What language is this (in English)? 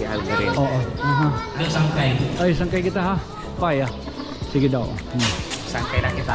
Waray